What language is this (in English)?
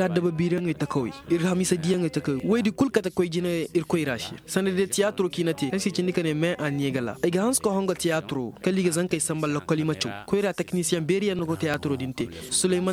Koyraboro Senni